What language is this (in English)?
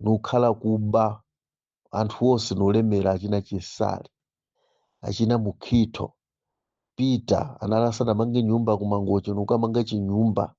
Nyanja